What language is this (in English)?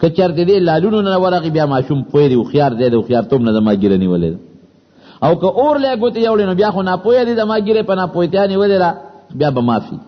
Pashto